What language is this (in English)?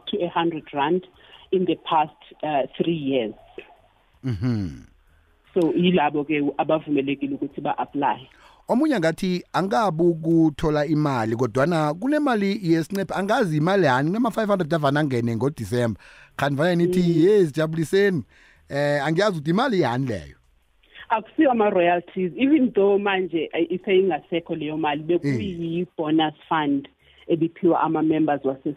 South Ndebele